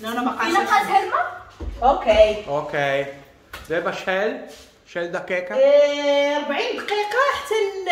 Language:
Moroccan Arabic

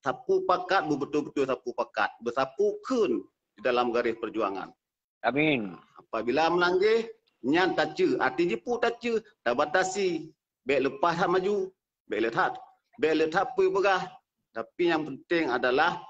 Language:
Achinese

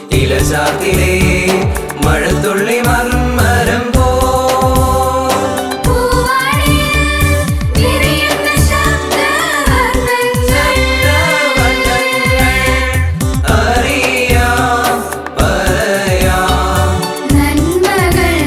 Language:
Malayalam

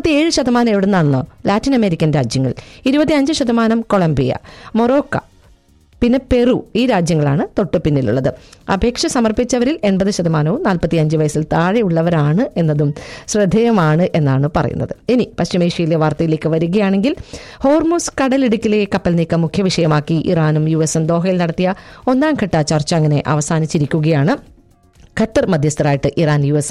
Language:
Malayalam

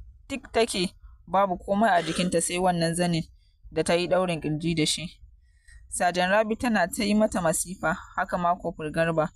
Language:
Hausa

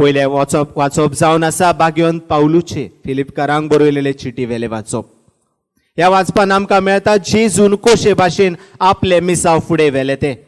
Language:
Konkani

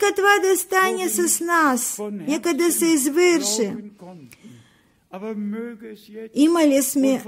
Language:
Bulgarian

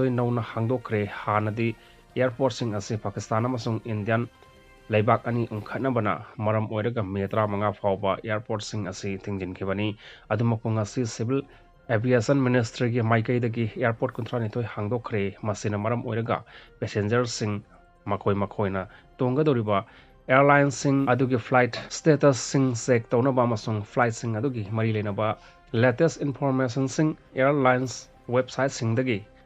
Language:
Manipuri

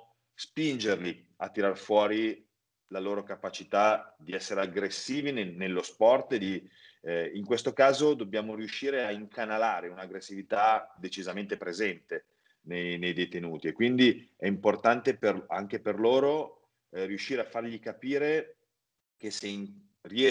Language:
Italian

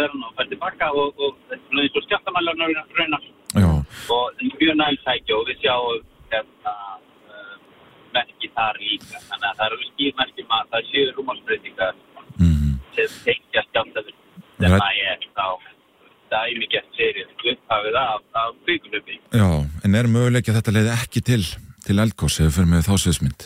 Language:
Icelandic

